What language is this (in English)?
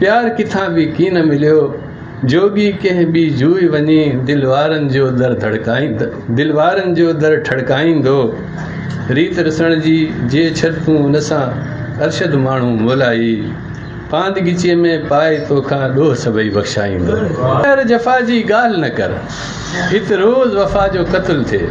Sindhi